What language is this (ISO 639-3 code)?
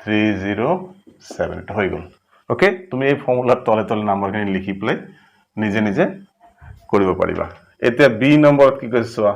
asm